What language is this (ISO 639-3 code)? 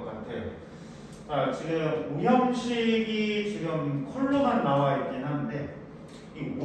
kor